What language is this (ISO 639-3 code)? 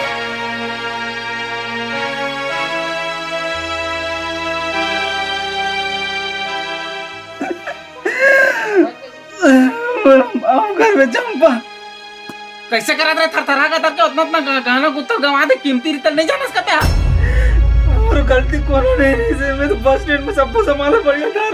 hin